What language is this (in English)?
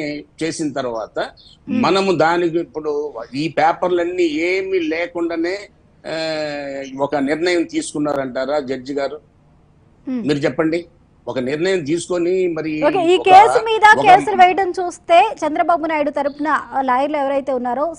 Telugu